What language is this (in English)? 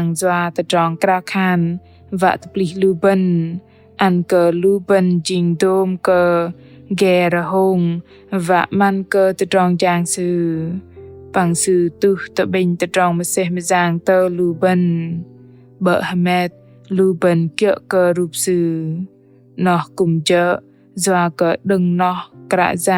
Bahnar